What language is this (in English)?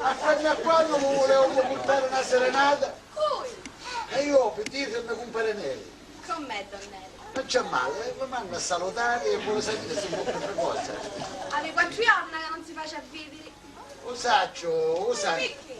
Sicilian